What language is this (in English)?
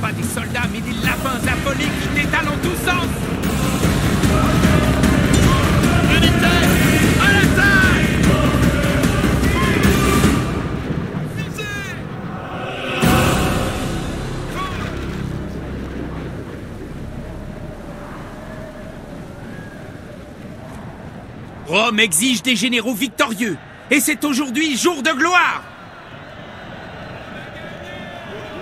French